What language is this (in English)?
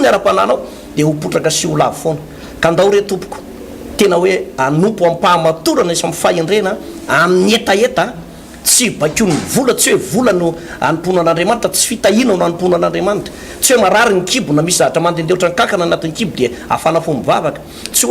Malagasy